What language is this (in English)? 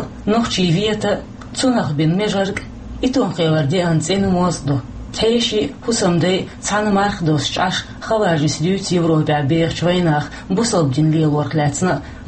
Chechen